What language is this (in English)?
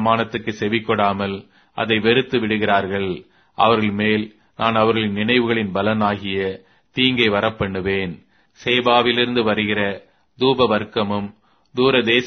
Tamil